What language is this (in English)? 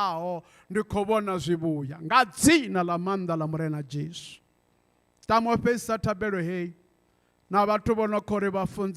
Venda